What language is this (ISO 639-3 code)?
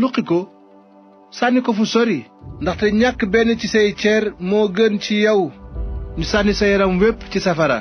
wol